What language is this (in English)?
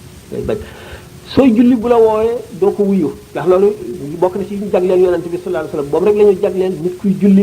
Wolof